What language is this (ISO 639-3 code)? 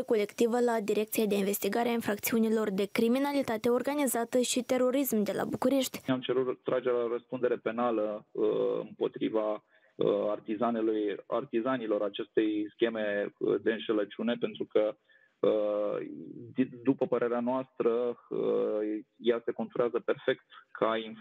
ron